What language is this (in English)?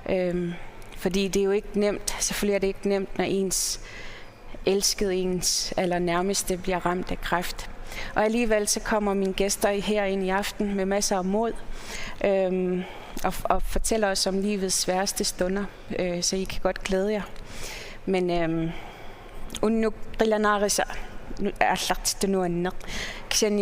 Kalaallisut